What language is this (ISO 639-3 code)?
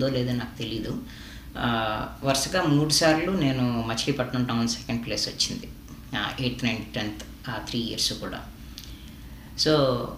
tel